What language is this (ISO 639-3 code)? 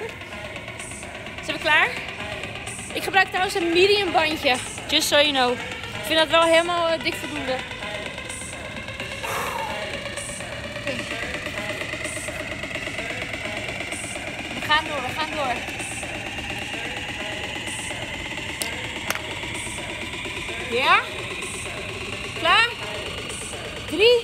nld